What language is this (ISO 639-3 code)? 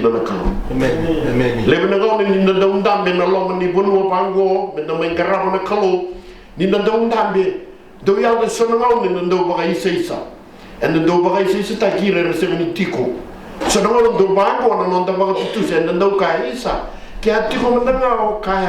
fij